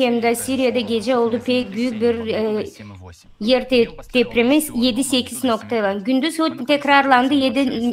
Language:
Gagauz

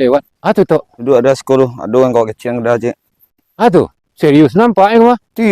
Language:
Minangkabau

